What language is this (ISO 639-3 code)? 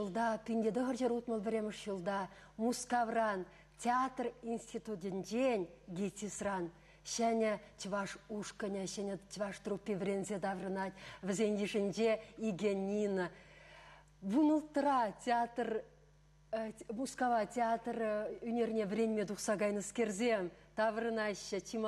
chv